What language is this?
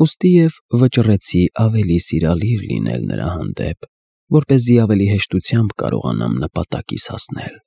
Armenian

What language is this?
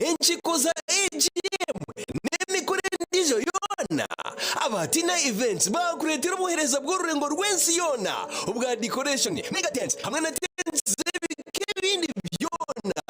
Nyankole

